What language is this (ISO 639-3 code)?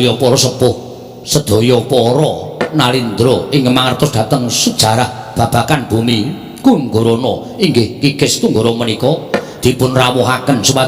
jav